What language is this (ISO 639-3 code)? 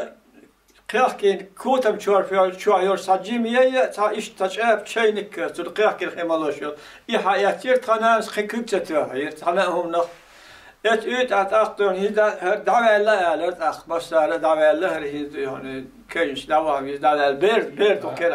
che